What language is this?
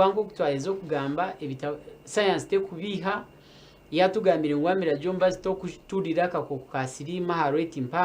Nyankole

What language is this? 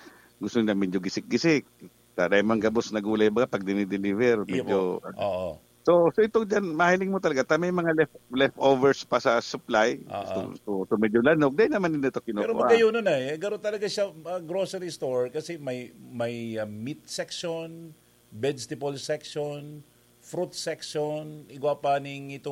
Bikol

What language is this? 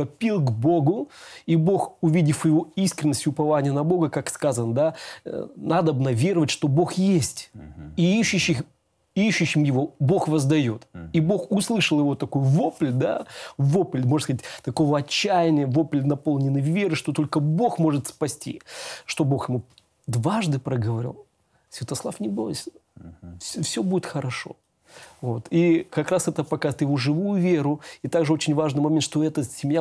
Russian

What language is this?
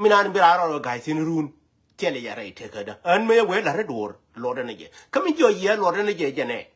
Nuer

